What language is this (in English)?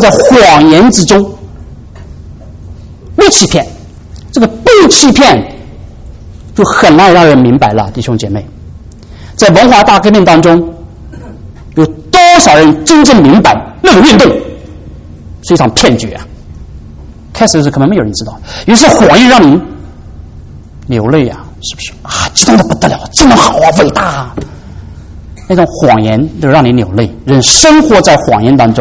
Chinese